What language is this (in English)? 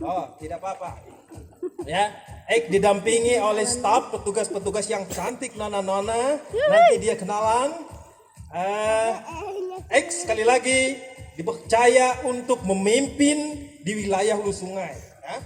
Banjar